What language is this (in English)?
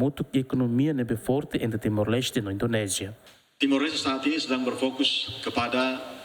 Tetum